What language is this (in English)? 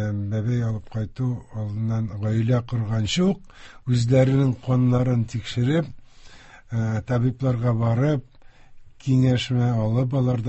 Tatar